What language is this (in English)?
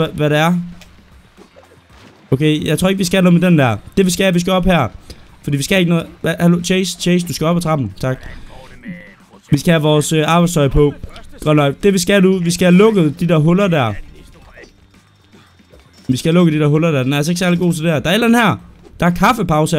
Danish